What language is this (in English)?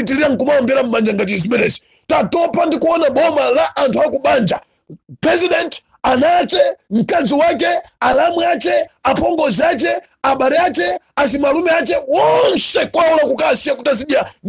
Nyanja